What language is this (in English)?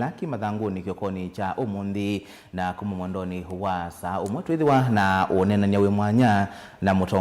Kamba